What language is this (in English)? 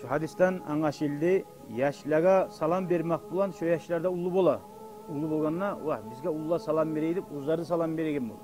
Kumyk